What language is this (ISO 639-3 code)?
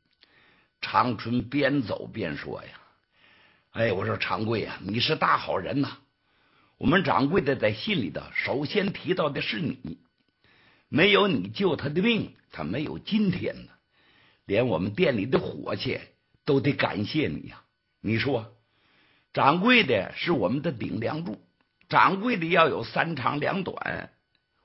zho